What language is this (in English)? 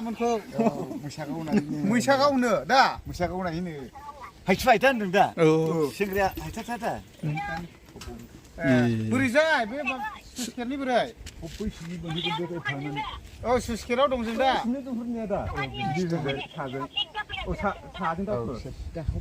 Bodo